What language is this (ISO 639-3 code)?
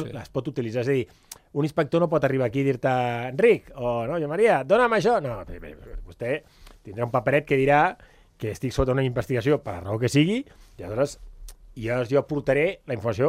cat